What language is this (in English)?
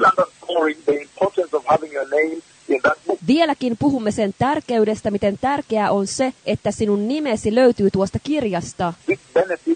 Finnish